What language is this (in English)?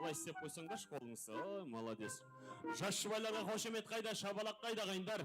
Kara-Kalpak